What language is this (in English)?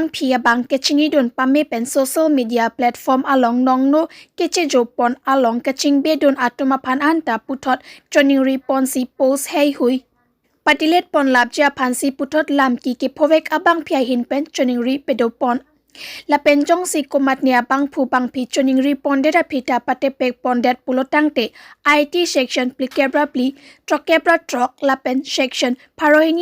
Karbi